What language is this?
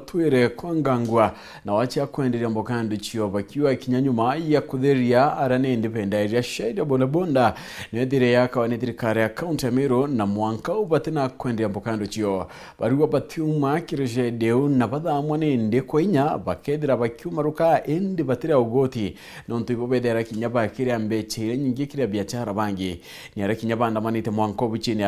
Meru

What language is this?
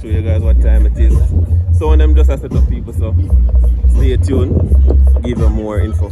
Jamaican Creole English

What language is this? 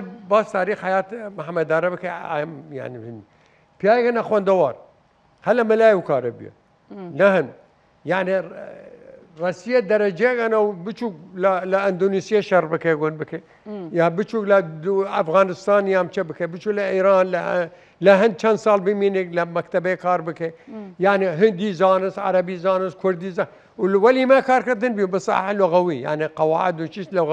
Southern Kurdish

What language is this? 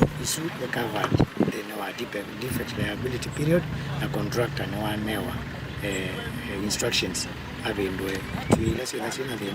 Kamba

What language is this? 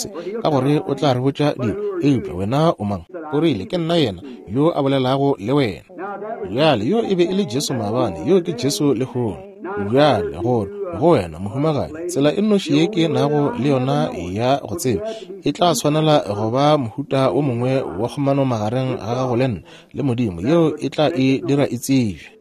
Northern Sotho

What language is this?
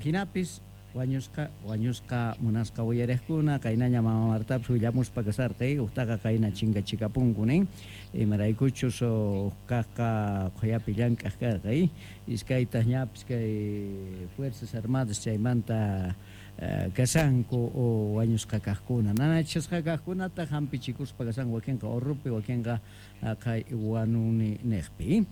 Quechua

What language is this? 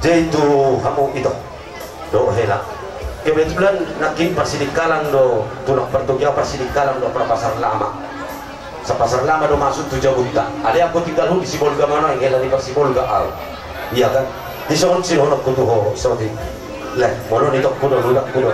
Batak Toba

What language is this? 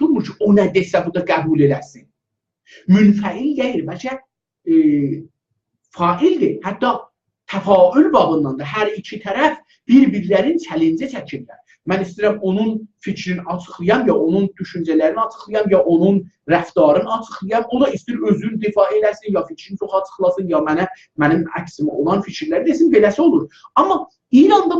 South Azerbaijani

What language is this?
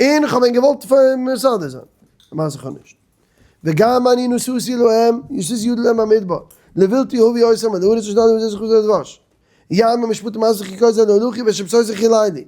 Yiddish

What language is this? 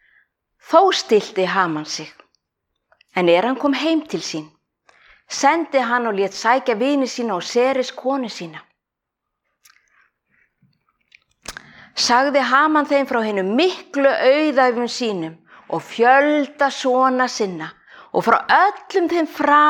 Icelandic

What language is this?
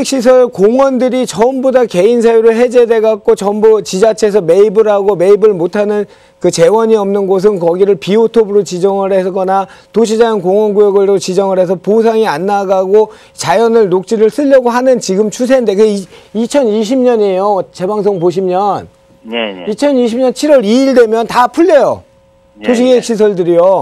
Korean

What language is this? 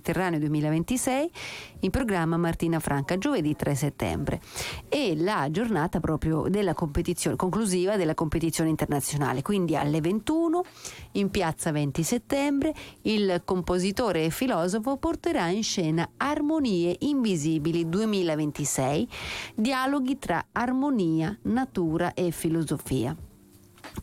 Italian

